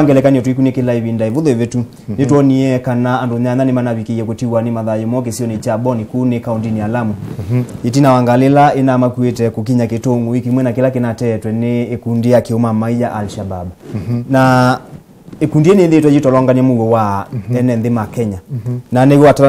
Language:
Kamba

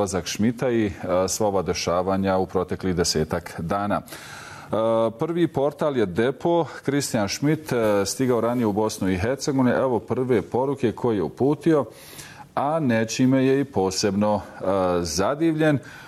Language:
Bosnian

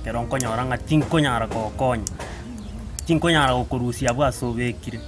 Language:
Gusii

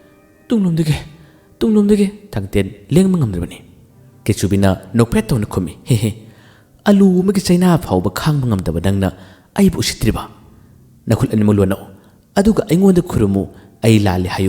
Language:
Manipuri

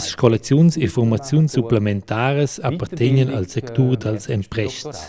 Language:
Romansh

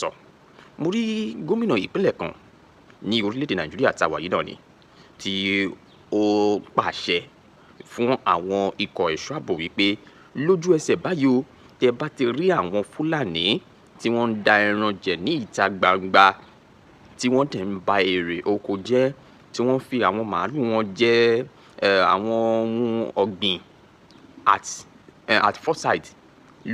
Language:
Yoruba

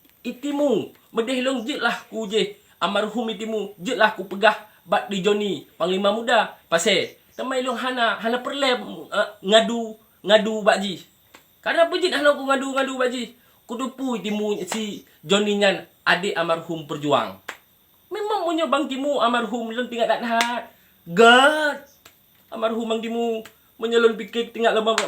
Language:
Achinese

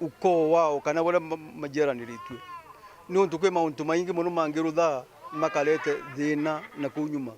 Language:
Meru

